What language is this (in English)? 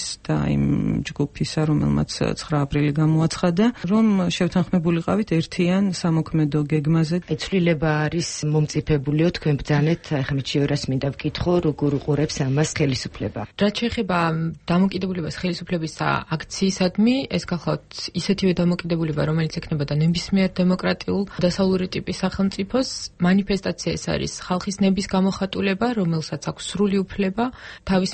Georgian